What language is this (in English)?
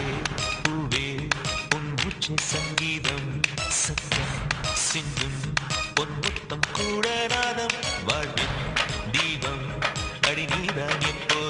Tamil